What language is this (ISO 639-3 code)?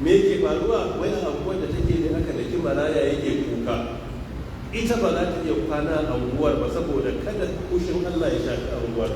hau